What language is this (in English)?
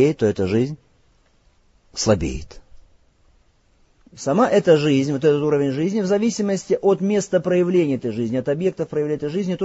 Russian